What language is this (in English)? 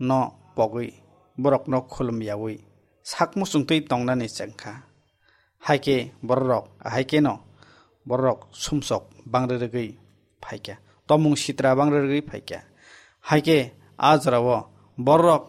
Kok Borok